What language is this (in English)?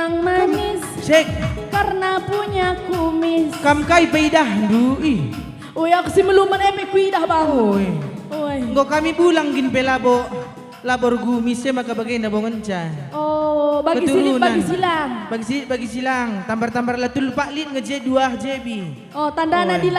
Batak Karo